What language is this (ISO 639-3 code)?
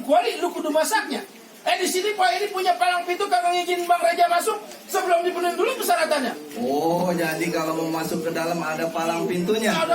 bew